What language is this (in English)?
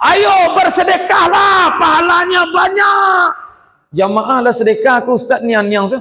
Minangkabau